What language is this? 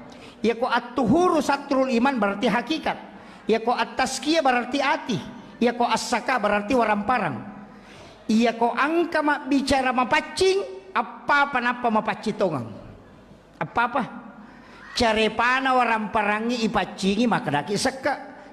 Buginese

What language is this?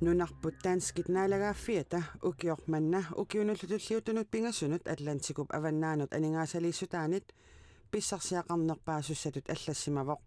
Kalaallisut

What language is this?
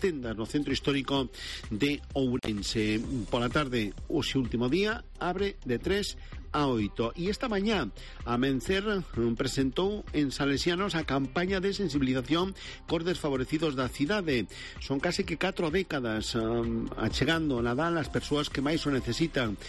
Galician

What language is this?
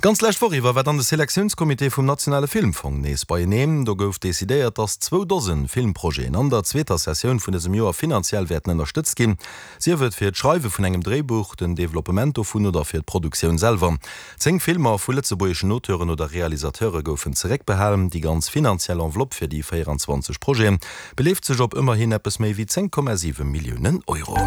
Luxembourgish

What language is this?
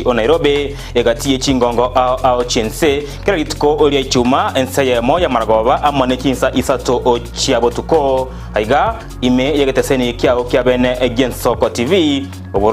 Gusii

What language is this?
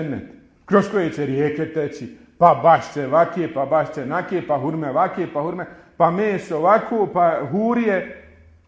Bosnian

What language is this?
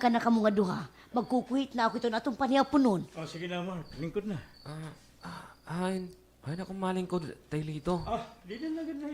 Waray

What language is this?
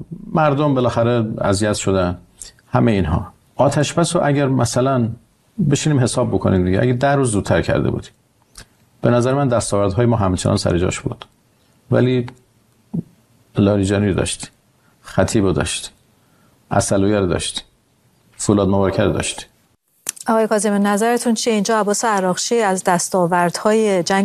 Persian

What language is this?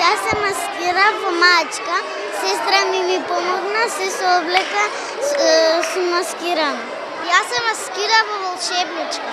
Macedonian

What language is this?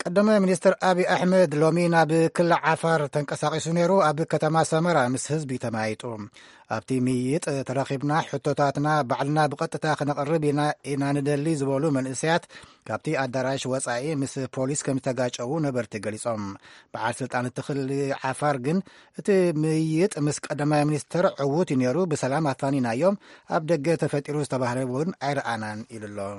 Tigrinya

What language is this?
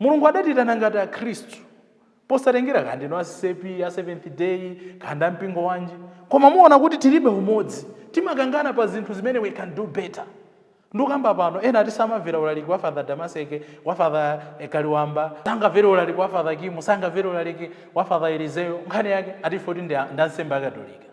Nyanja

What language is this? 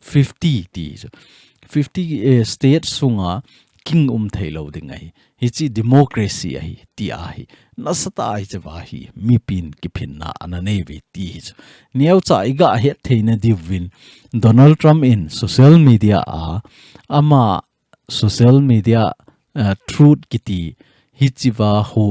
Thado Chin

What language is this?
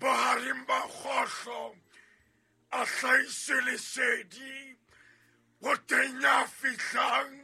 Southern Sotho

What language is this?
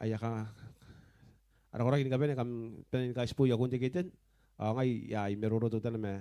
Gilbertese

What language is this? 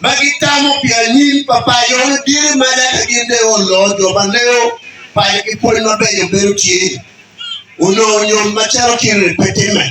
Acoli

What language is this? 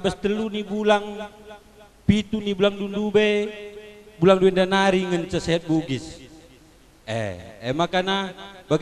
Batak Karo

